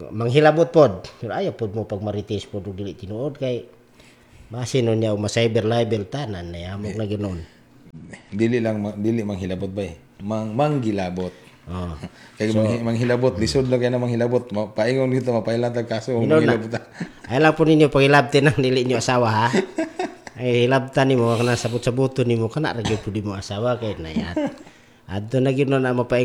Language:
Cebuano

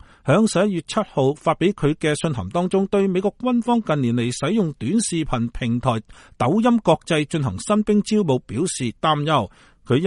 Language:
Cantonese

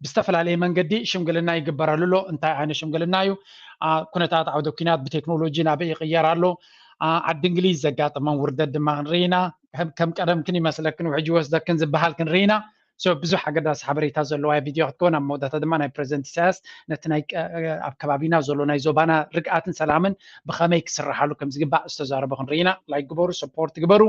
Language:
Tigrinya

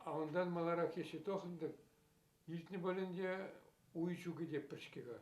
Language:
Chuvash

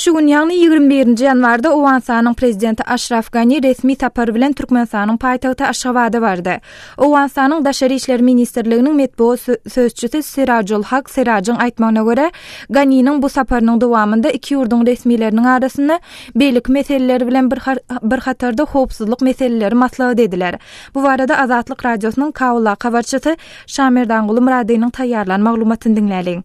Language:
Turkmen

